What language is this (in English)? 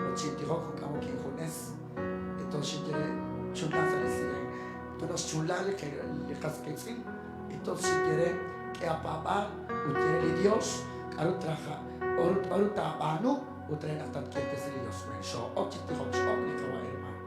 Kekchí